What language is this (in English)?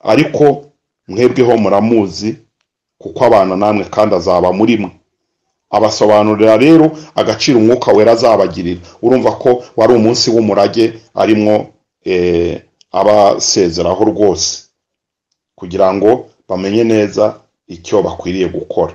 Kinyarwanda